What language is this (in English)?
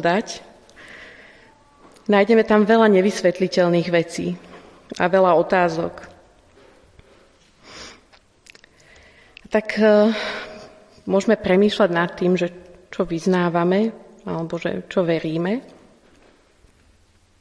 Slovak